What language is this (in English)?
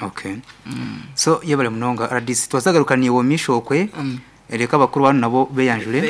Nyankole